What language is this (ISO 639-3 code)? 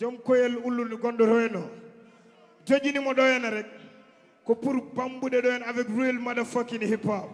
ful